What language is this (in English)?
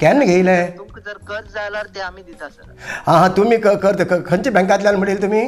Konkani